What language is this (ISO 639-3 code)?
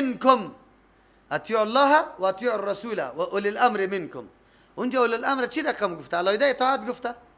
fas